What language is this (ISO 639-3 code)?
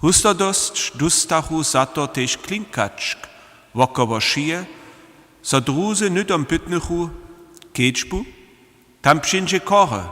hsb